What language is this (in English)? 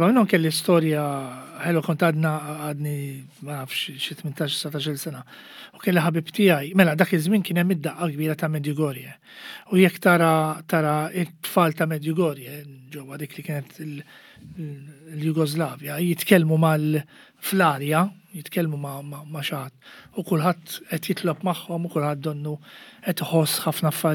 Maltese